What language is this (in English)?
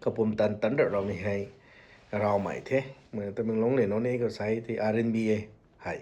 Rongmei Naga